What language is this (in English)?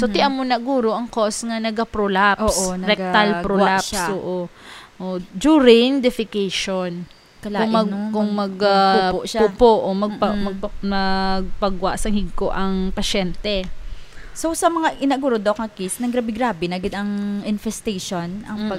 Hiligaynon